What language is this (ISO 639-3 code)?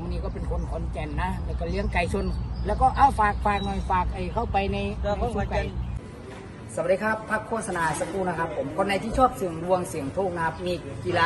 tha